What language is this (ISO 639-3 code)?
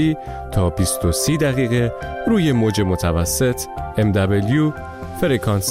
fas